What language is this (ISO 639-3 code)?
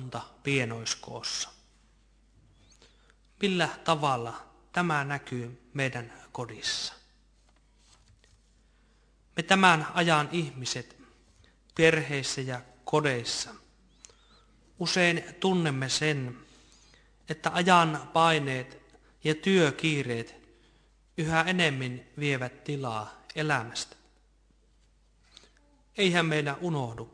fin